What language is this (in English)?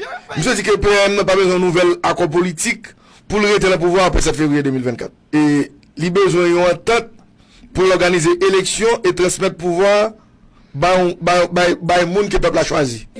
Haitian Creole